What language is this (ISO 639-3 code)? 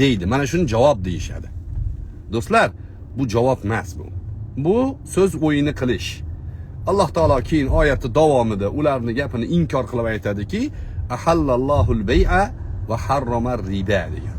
uzb